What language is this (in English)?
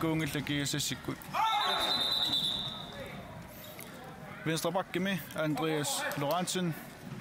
Kalaallisut